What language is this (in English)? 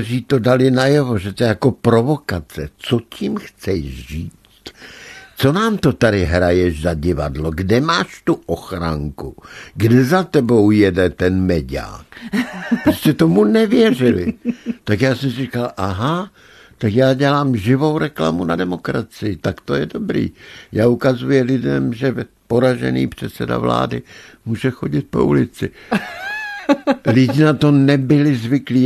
Czech